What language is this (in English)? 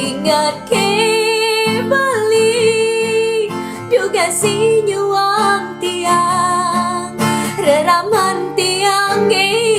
Balinese